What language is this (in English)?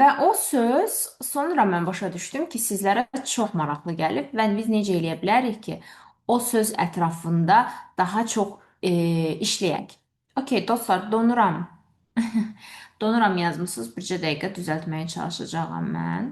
Azerbaijani